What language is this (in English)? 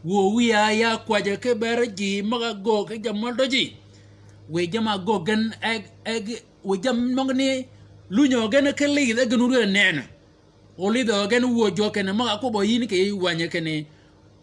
Shilluk